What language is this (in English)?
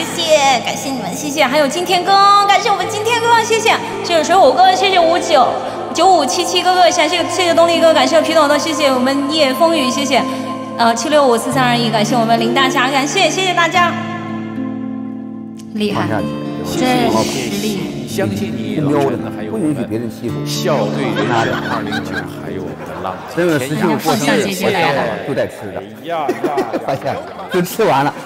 Chinese